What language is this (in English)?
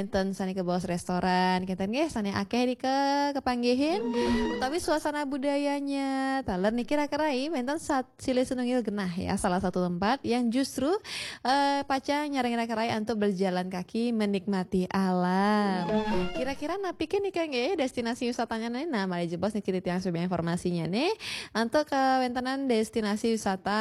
Balinese